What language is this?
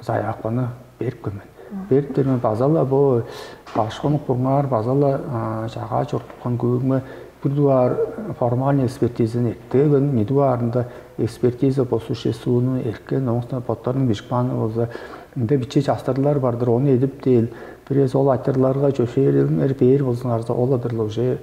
Tuvinian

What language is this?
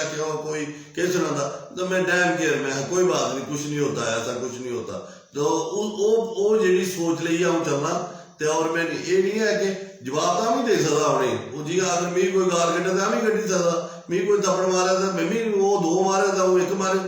Dogri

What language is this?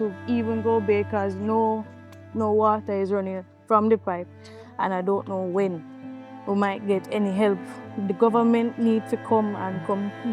Jamaican Creole English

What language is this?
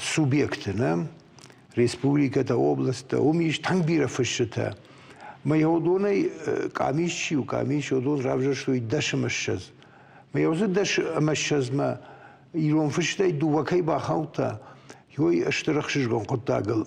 Ossetic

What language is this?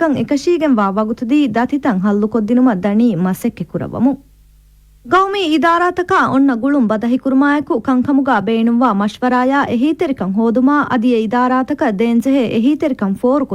Divehi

